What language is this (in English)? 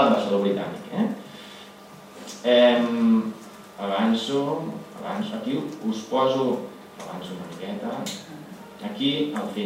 Catalan